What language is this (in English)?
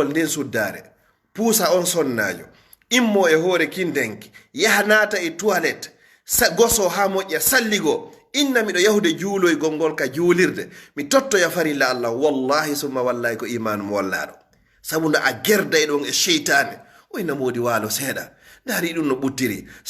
Fula